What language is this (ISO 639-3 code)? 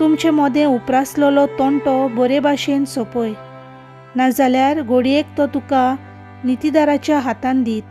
kok